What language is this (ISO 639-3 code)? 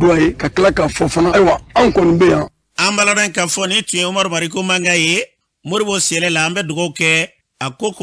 bam